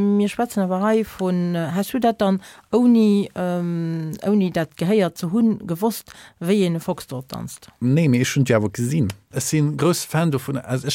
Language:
Luxembourgish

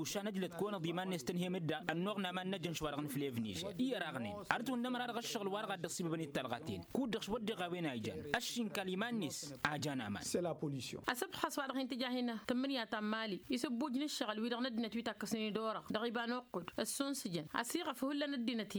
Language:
Tamasheq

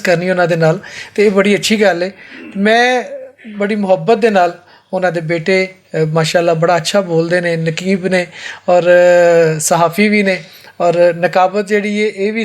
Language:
Western Panjabi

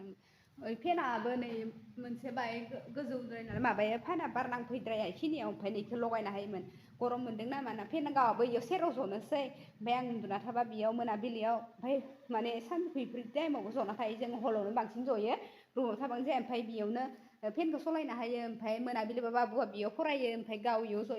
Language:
Bodo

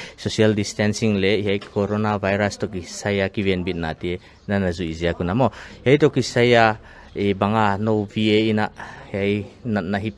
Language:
Paite Chin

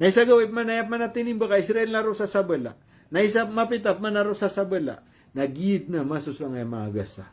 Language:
Maranao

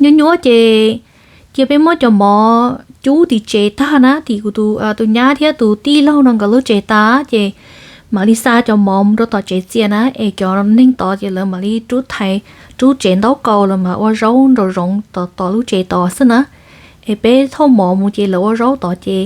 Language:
Hmong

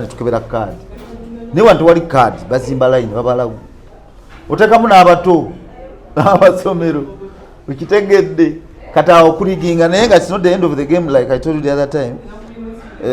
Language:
Ganda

